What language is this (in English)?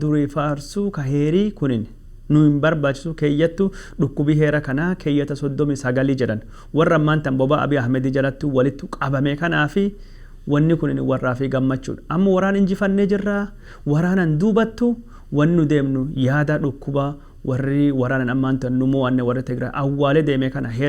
Oromo